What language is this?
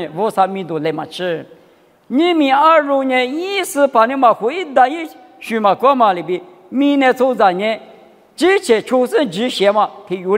Lisu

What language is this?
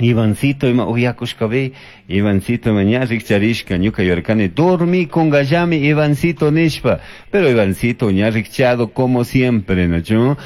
Chimborazo Highland Quichua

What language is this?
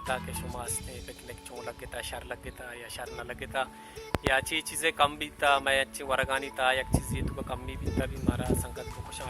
Baluchi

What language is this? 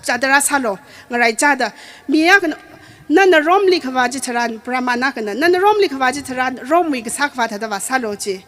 Tangkhul Naga (India)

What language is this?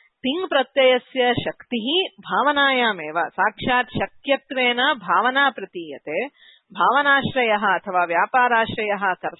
Sanskrit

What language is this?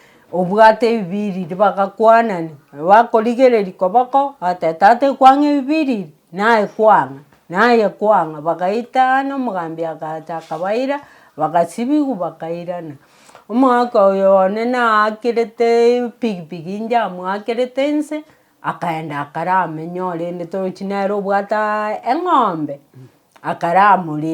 Gusii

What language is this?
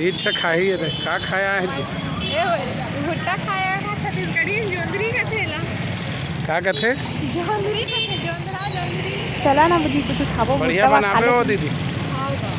Chhattisgarhi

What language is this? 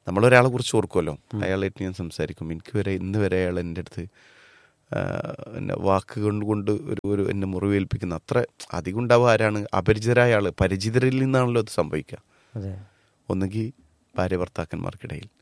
Malayalam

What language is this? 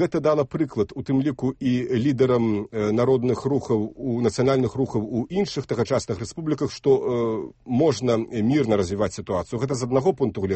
Belarusian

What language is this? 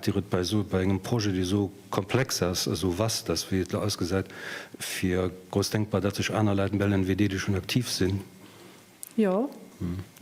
Luxembourgish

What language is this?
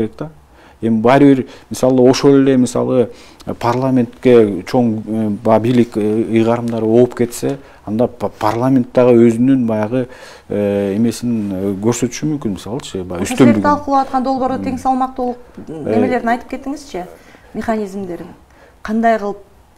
Kyrgyz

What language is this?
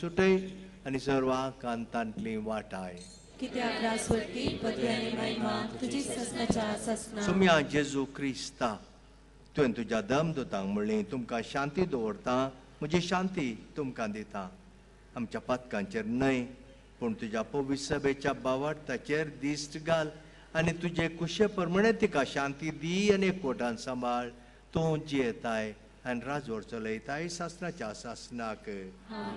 Konkani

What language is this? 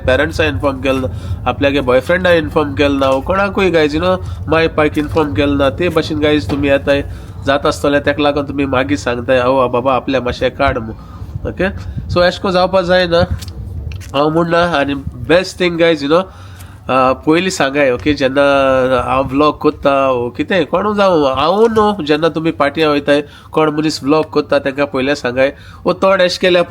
Konkani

